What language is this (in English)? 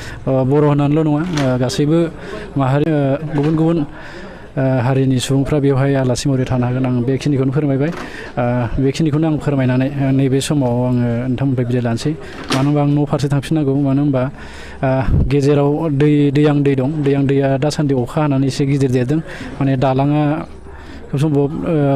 Bodo